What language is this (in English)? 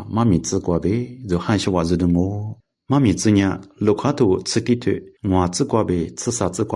Lisu